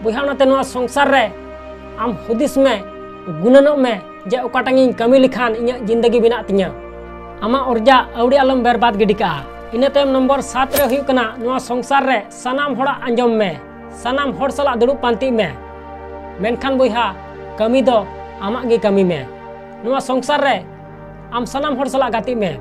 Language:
Santali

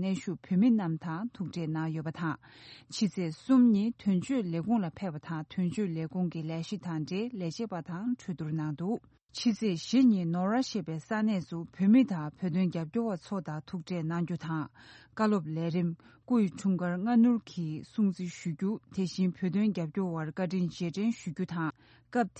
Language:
Tibetan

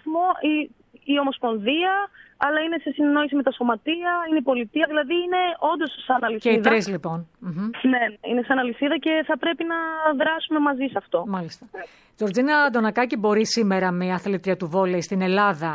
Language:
Greek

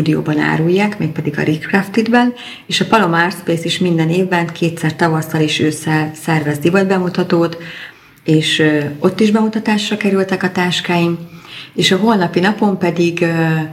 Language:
Hungarian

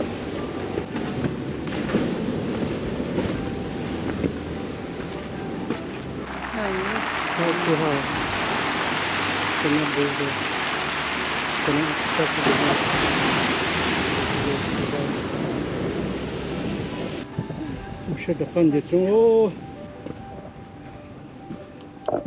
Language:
Vietnamese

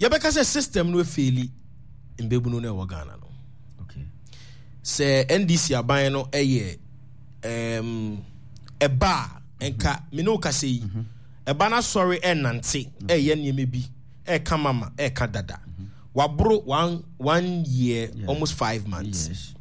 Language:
Akan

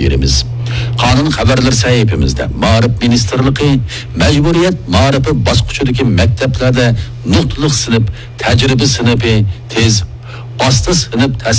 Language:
Uyghur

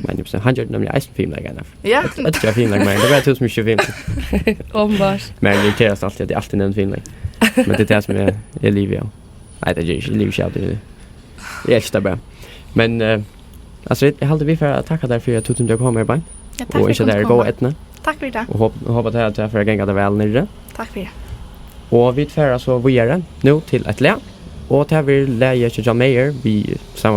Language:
Faroese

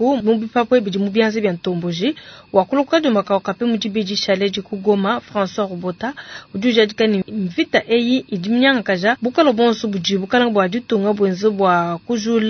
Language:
Luba-Lulua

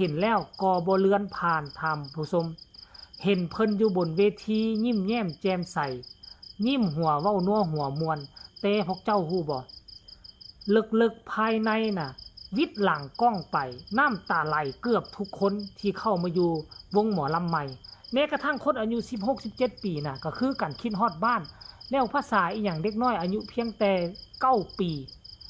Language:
Northeastern Thai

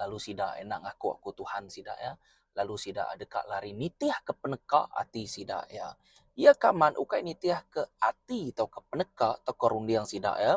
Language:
Iban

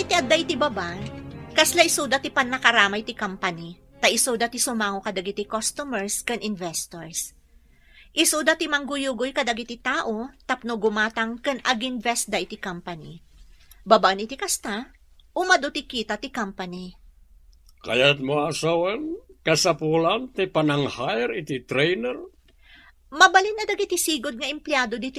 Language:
Iloko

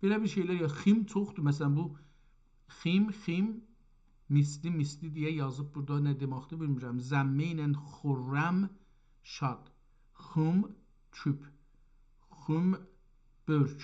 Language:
South Azerbaijani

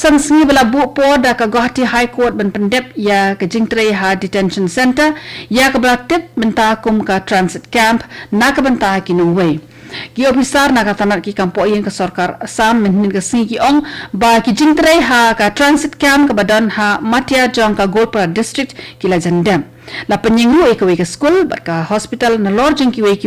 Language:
Khasi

